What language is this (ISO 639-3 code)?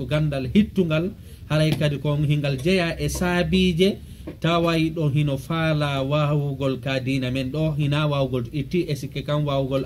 ful